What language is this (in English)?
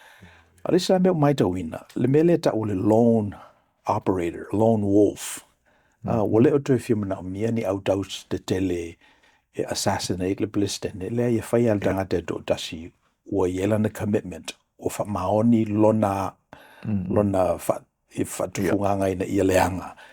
Samoan